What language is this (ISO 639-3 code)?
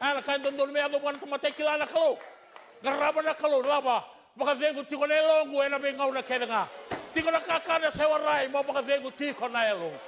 fij